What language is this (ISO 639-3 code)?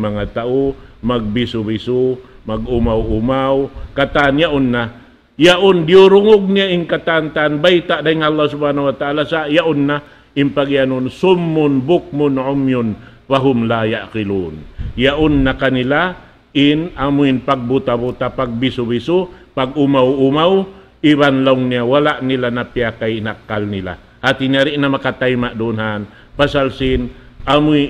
tsg